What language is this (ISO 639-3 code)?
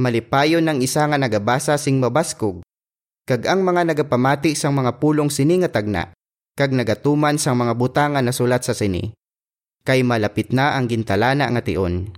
hil